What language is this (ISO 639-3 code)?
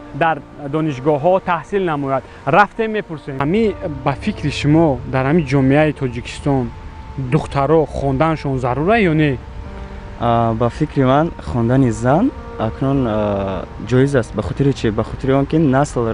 tgk